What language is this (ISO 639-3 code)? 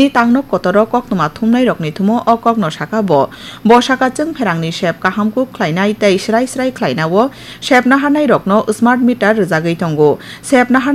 trp